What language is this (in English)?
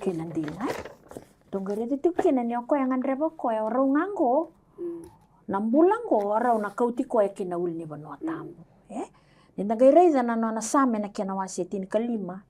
Fijian